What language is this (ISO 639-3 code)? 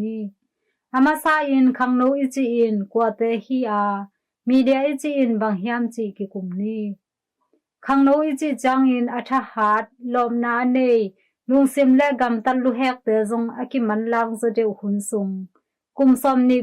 ctd